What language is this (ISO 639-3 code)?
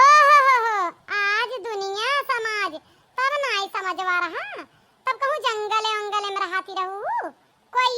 awa